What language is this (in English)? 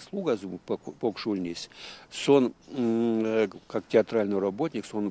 Erzya